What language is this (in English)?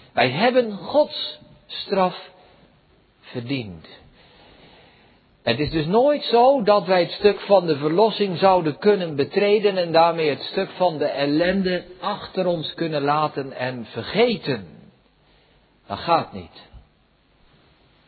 Dutch